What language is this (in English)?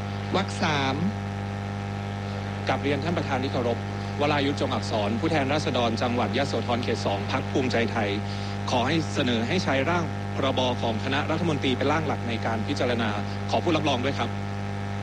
Thai